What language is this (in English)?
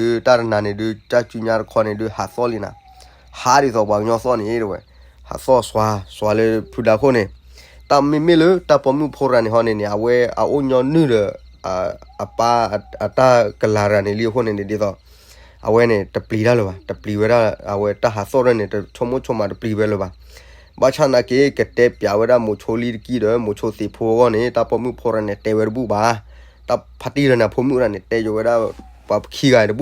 S'gaw Karen